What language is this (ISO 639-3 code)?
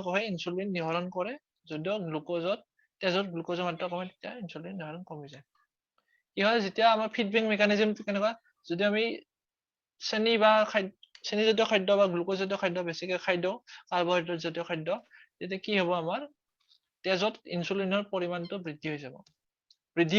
asm